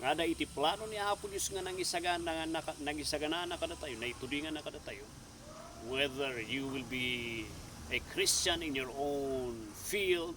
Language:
Iloko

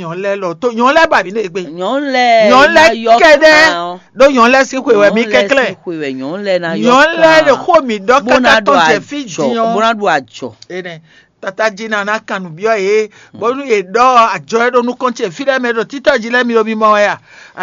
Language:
Fon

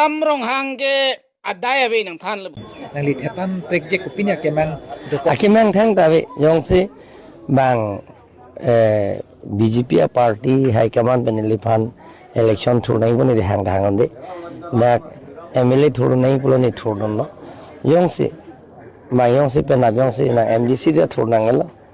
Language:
Karbi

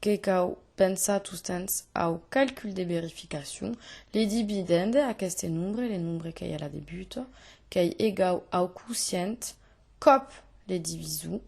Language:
Occitan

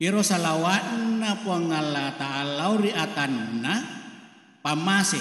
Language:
Buginese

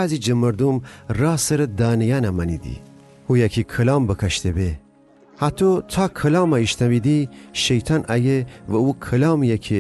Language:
Gilaki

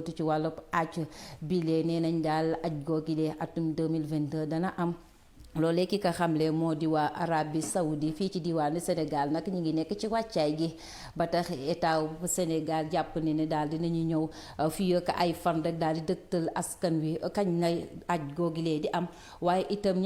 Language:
Wolof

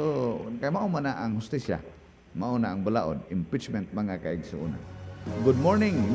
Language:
Cebuano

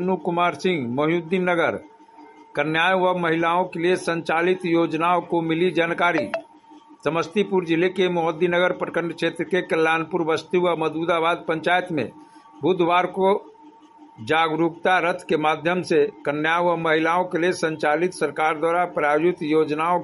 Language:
Hindi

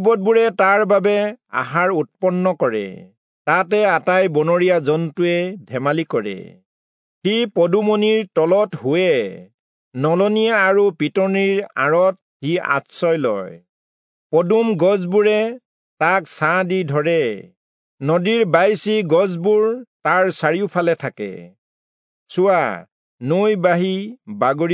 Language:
Assamese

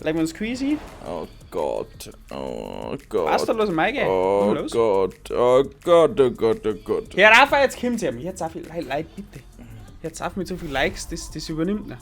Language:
Bavarian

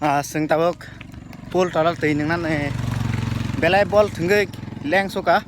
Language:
Kok Borok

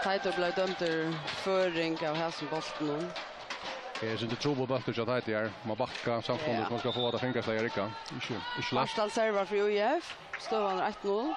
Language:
Faroese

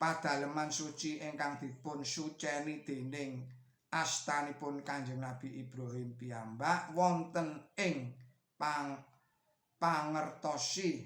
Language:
Javanese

